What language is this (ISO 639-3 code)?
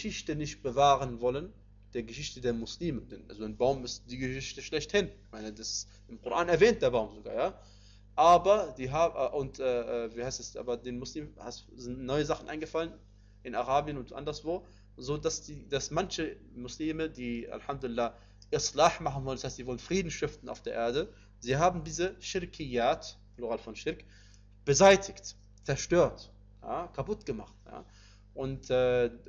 deu